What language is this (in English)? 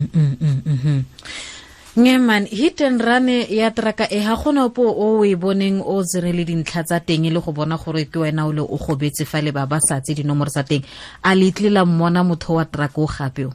Tswana